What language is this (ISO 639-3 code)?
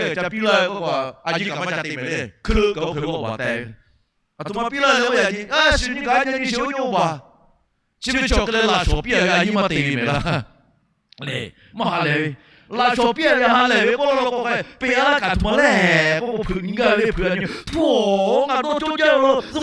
lhu